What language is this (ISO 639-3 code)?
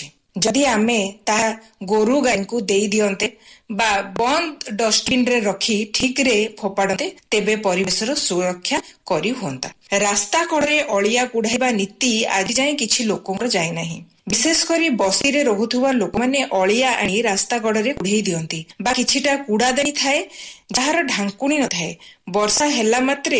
ori